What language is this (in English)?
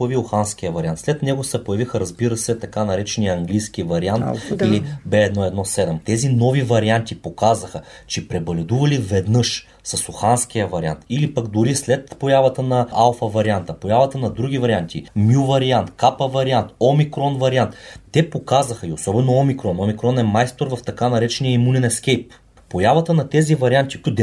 Bulgarian